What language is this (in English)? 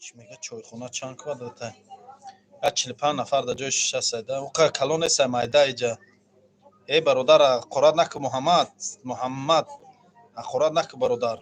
Tajik